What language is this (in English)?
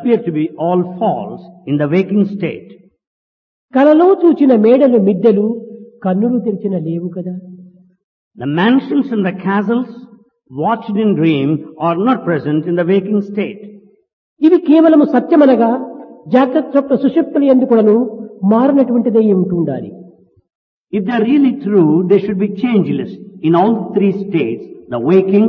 Telugu